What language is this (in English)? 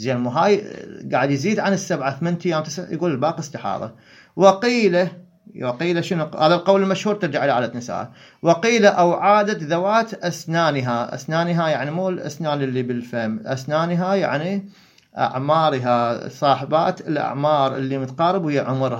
Mesopotamian Arabic